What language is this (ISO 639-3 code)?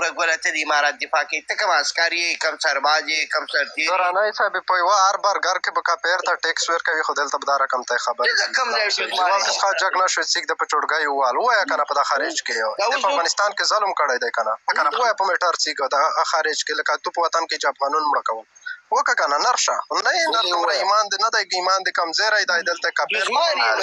pus